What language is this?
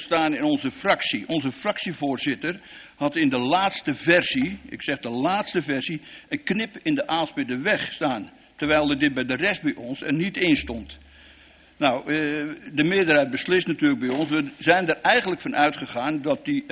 Dutch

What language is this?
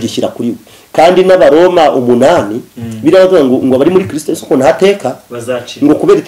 Kinyarwanda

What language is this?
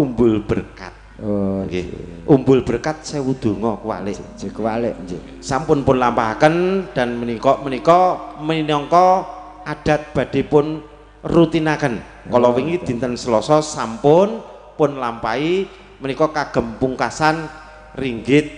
Javanese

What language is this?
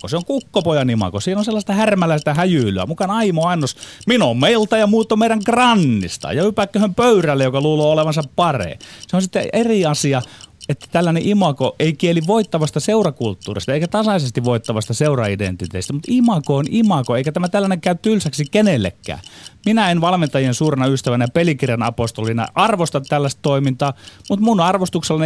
Finnish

